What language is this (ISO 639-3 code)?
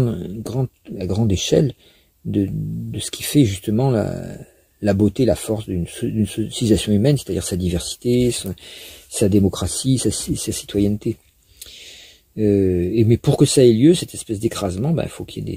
fra